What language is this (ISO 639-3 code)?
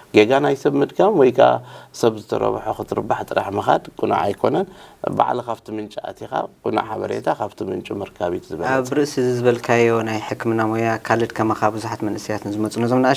tir